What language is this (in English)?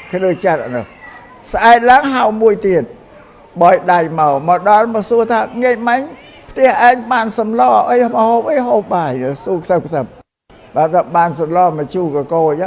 Khmer